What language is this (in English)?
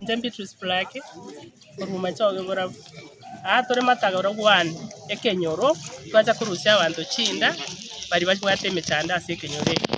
Gusii